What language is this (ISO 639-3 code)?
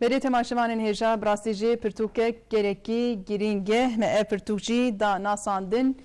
kur